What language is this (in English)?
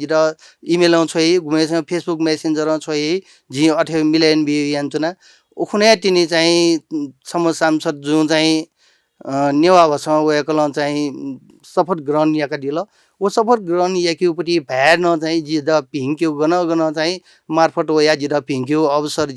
Newari